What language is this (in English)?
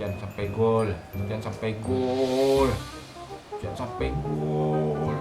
Minangkabau